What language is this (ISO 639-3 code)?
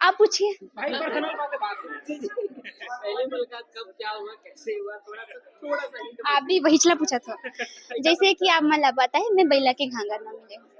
hne